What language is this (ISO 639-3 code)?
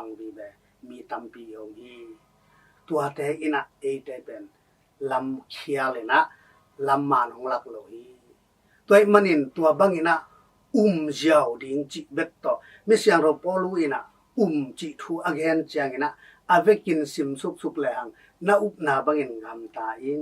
ctd